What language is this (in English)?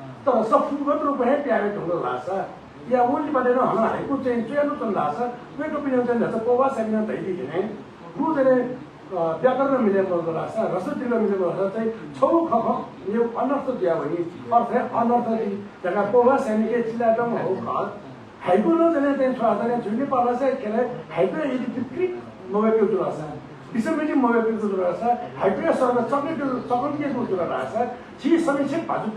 Newari